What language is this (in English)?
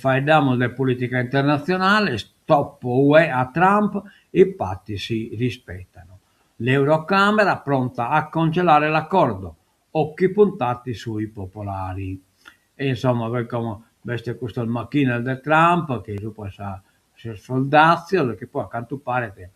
Sardinian